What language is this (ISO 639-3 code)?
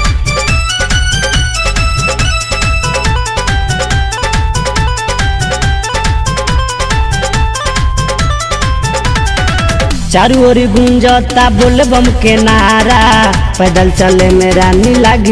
bho